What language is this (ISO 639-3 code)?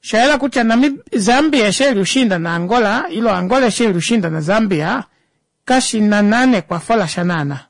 kua